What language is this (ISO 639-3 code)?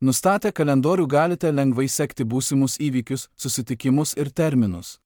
lit